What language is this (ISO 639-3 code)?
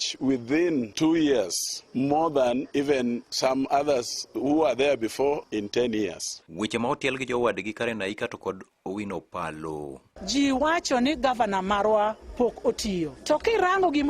luo